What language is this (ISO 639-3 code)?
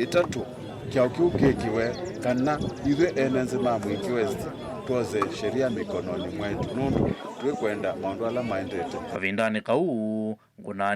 kam